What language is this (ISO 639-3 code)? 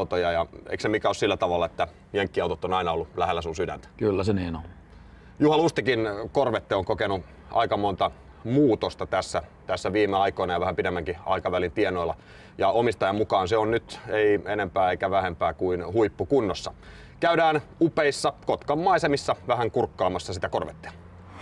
fin